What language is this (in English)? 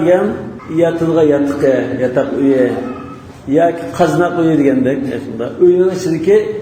Uyghur